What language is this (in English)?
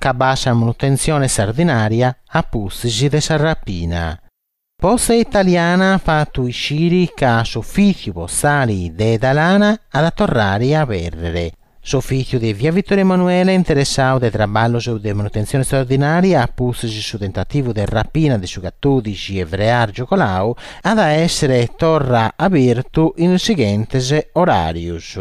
Sardinian